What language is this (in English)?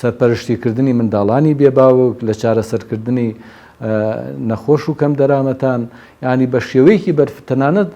Central Kurdish